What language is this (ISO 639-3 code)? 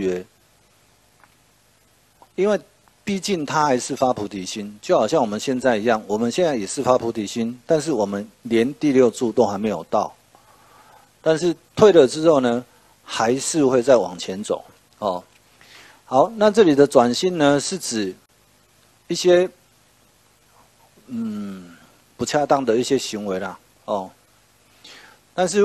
zho